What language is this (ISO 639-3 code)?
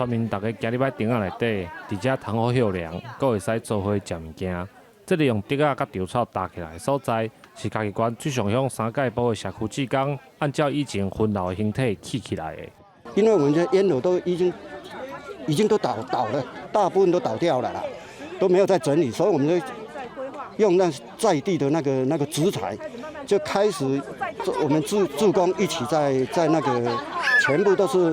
nan